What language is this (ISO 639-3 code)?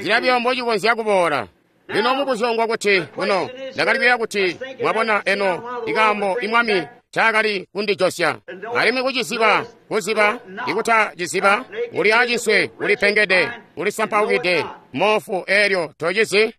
toi